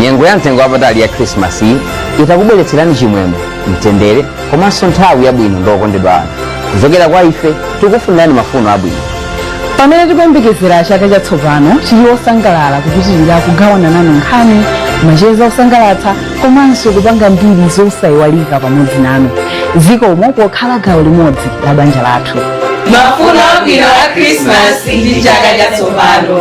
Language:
Nyanja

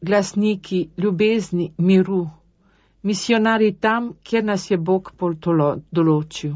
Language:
Slovenian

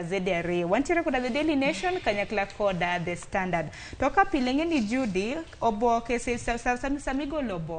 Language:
Luo (Kenya and Tanzania)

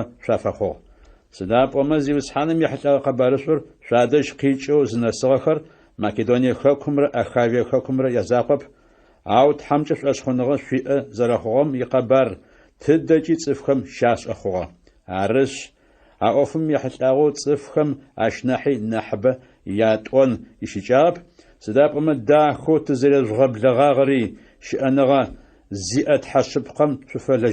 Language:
Adyghe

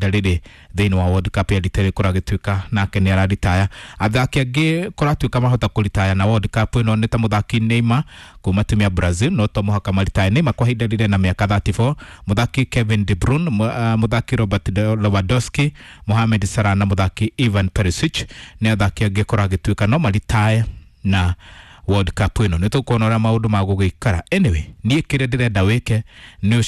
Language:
Kikuyu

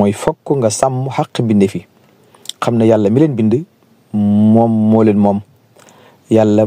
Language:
Wolof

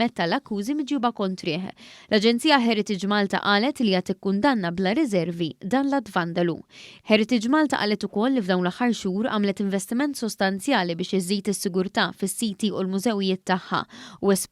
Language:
Maltese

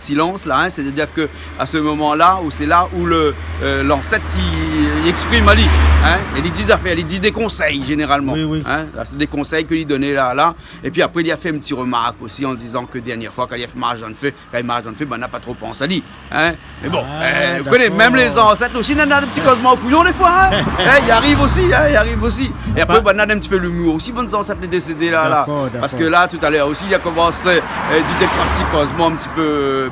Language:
Réunion Creole French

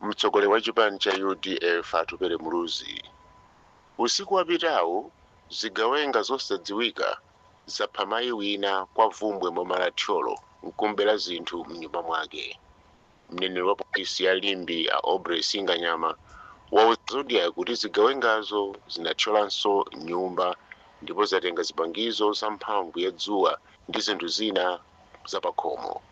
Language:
Nyanja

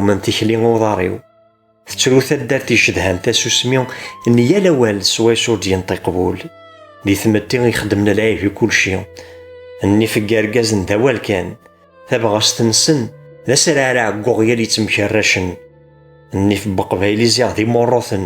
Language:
Kabyle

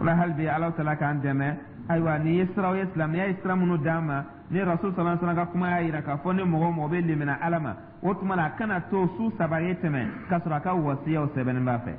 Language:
Dyula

